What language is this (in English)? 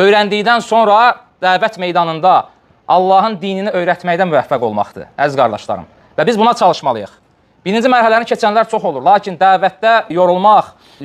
Azerbaijani